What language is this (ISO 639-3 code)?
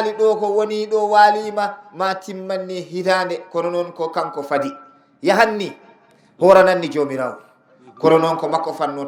ful